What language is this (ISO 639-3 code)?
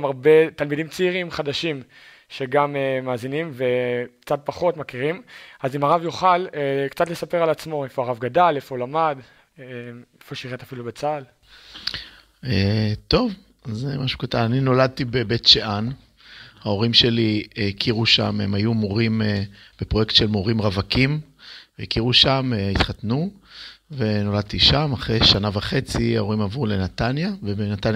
heb